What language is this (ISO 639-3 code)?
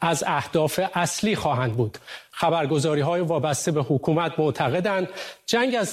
fas